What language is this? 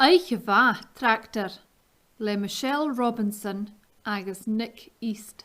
Scottish Gaelic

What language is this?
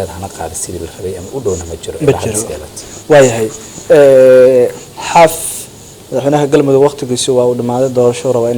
Somali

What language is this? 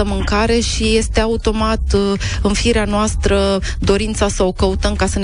Romanian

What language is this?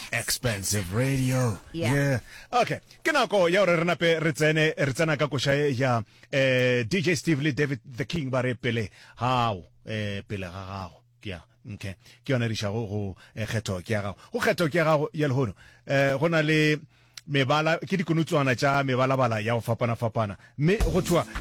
Northern Sotho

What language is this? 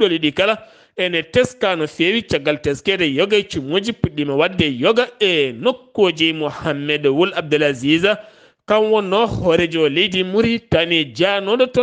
Fula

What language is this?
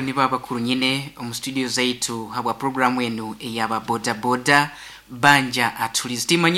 Nyoro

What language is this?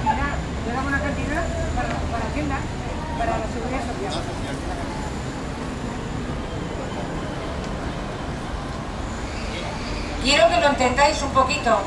Spanish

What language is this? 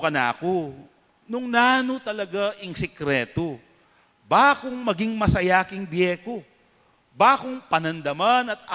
Pampanga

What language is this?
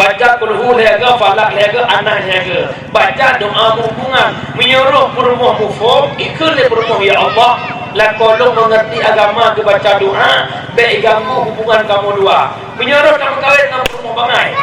Achinese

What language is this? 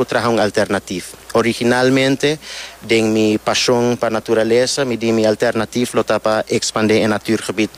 Papiamento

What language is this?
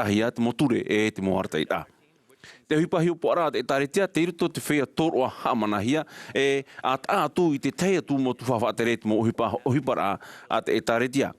Tahitian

